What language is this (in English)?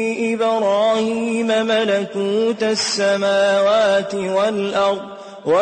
Maranao